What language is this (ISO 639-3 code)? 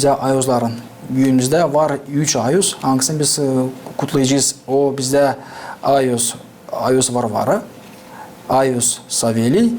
gag